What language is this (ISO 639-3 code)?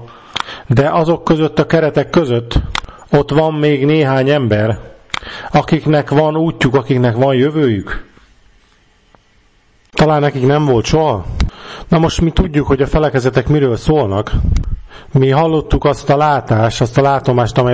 hun